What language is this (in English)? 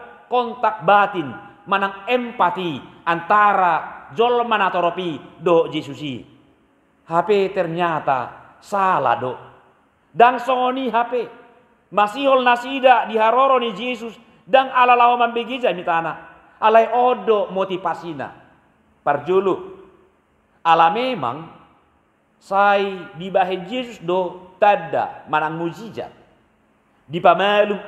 Batak Toba